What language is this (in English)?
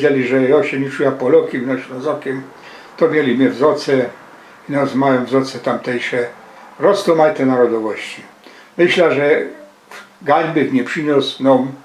Silesian